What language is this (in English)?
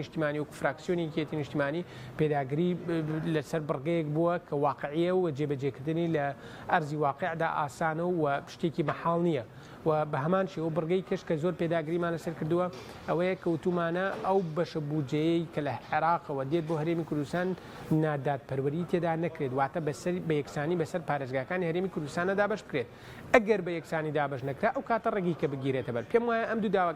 Central Kurdish